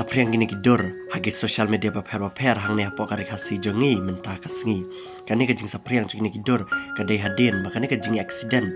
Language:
Khasi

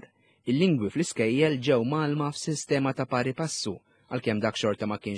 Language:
Maltese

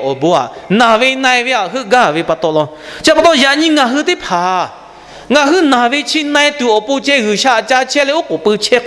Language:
Lahu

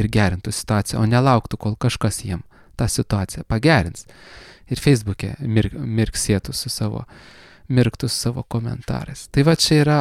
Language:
Lithuanian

